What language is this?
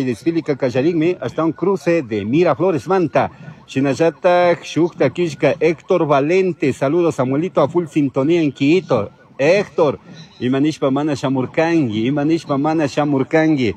Chimborazo Highland Quichua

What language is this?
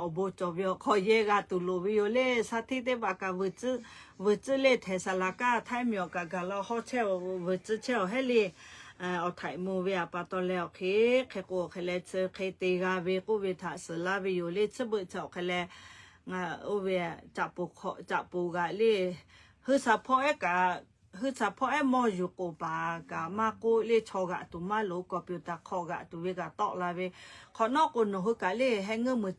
Lahu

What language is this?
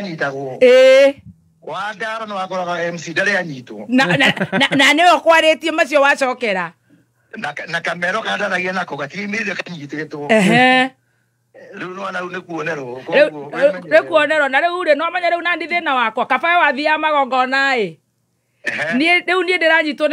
Kikuyu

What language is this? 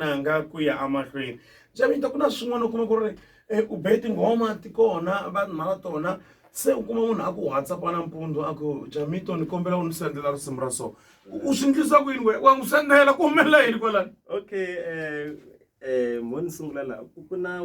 Tsonga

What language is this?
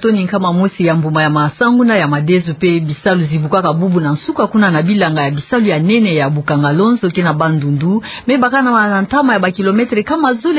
Kituba (Democratic Republic of Congo)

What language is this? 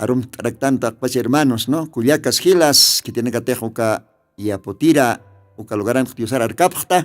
Aymara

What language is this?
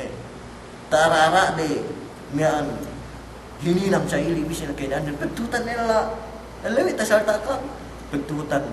Yakan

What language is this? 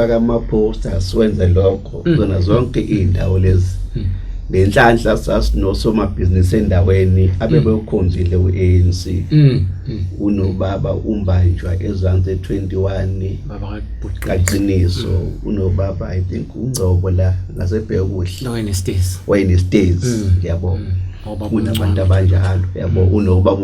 Zulu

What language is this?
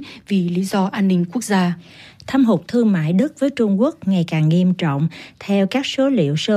Vietnamese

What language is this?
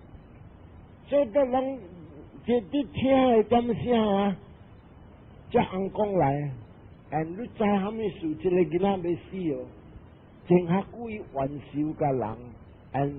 Min Nan Chinese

